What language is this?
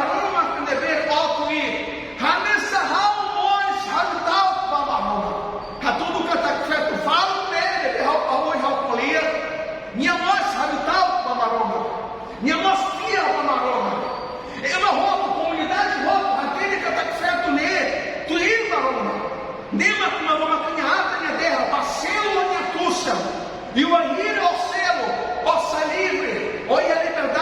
Tetum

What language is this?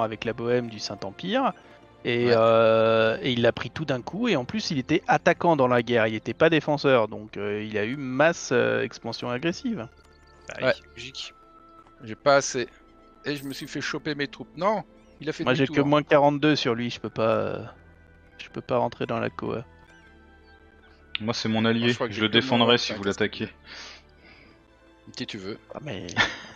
French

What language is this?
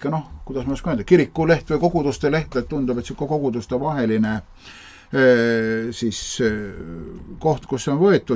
Estonian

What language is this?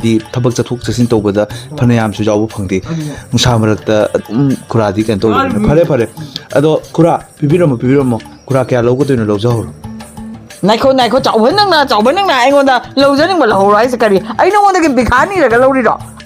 Manipuri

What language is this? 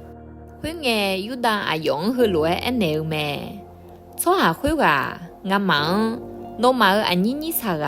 Akha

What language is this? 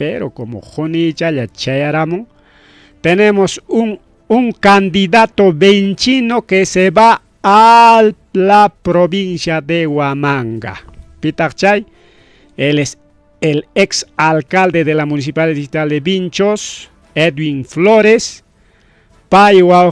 Ayacucho Quechua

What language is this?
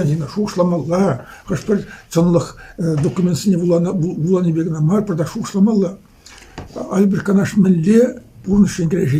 Chuvash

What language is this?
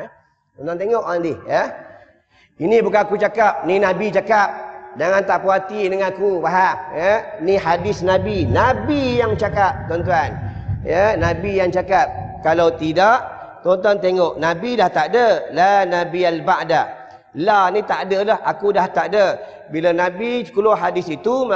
Malay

